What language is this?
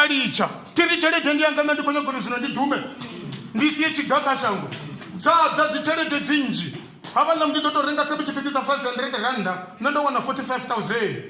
Venda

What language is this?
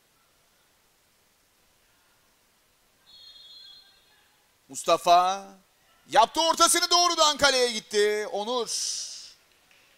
Turkish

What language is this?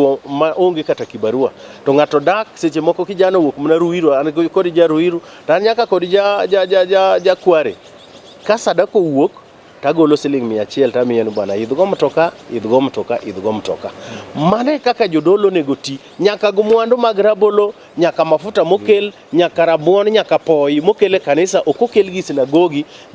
Luo (Kenya and Tanzania)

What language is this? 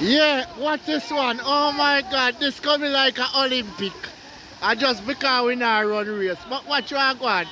Jamaican Creole English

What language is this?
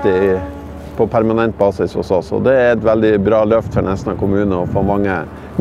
Norwegian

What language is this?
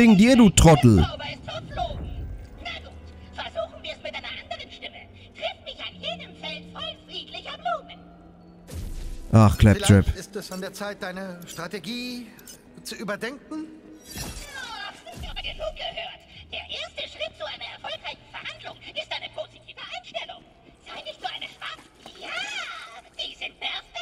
German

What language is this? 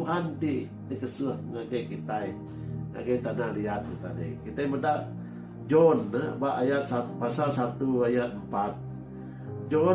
Iban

